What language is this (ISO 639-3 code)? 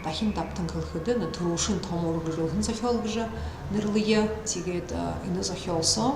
bua